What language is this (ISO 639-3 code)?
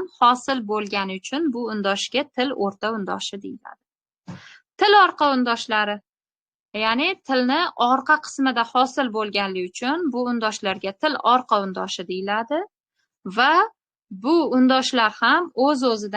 uzb